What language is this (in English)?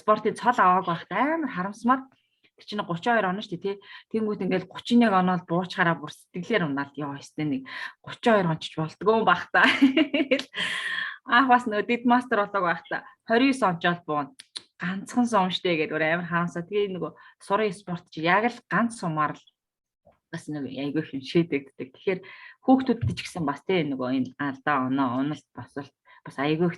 Mongolian